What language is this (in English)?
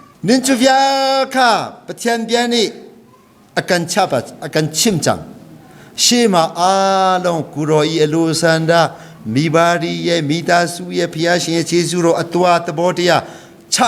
Hakha Chin